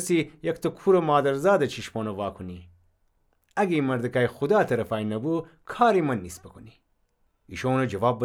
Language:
Gilaki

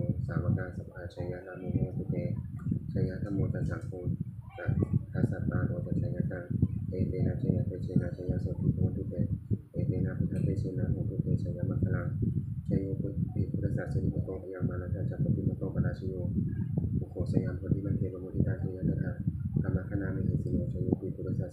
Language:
Pali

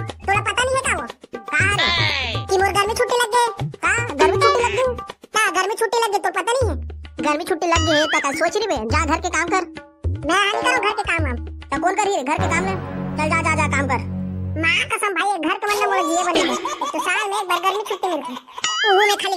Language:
Chhattisgarhi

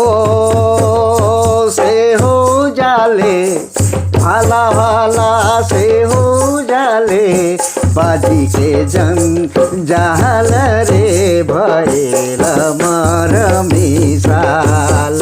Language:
Sadri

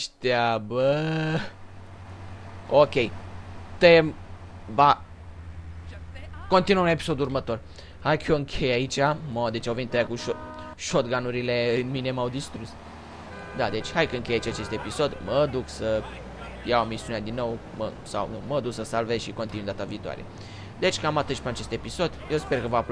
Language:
Romanian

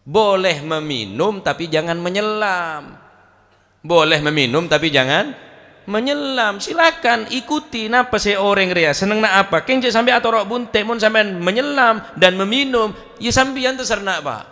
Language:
Madurese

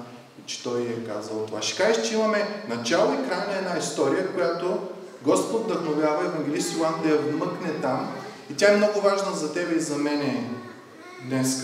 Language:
Bulgarian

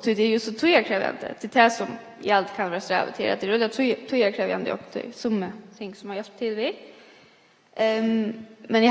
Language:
Faroese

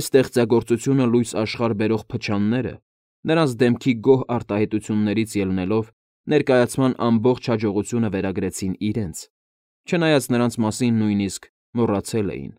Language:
Armenian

